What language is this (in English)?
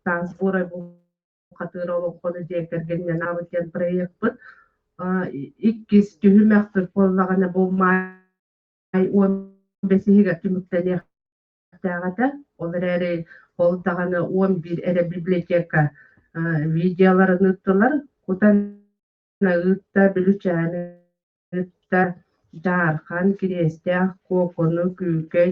Yakut